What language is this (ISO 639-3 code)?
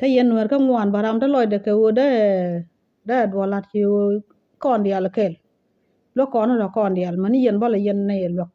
nus